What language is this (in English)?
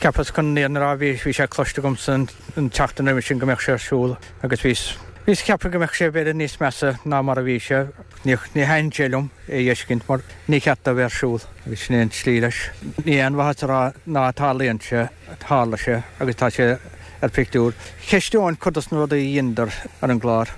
Irish